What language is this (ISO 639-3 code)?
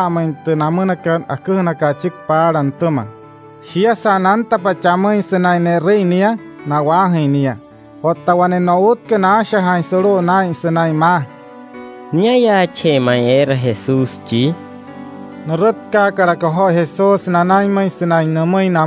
guc